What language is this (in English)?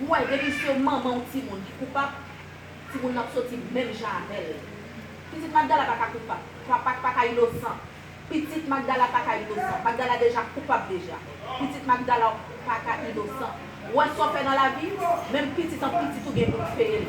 Haitian Creole